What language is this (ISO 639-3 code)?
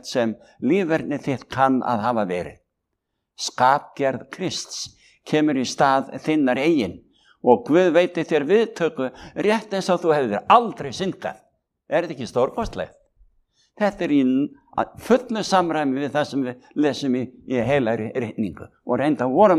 isl